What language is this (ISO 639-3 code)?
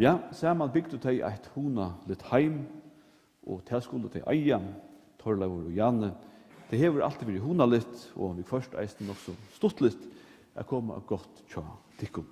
fao